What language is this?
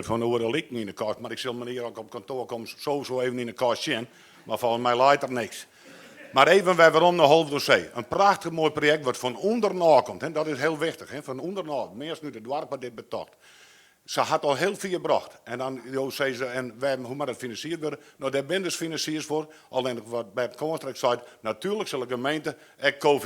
Western Frisian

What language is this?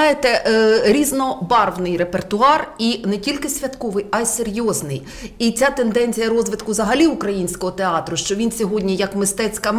Ukrainian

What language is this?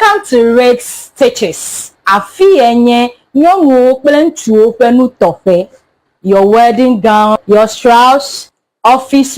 Ewe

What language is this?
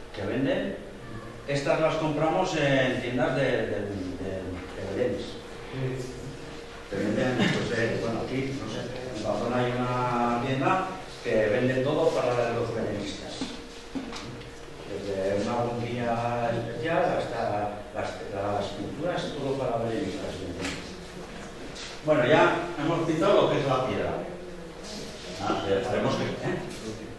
Spanish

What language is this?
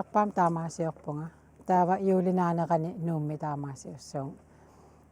Kalaallisut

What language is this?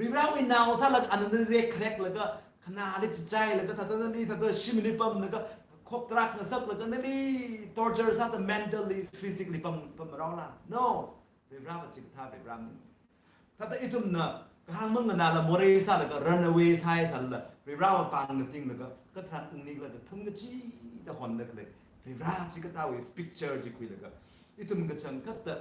Tangkhul Naga (India)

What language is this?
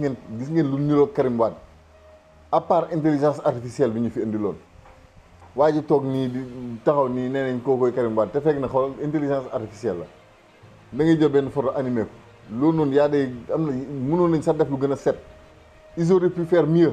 Wolof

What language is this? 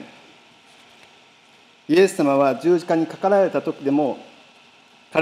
Japanese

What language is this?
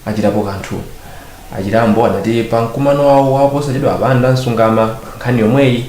Nyanja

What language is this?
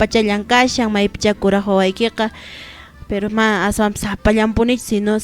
Quechua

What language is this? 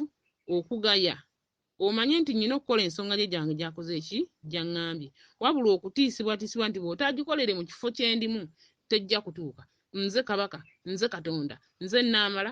Ganda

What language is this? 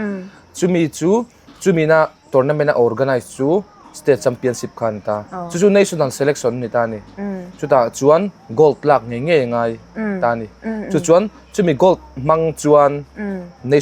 Mizo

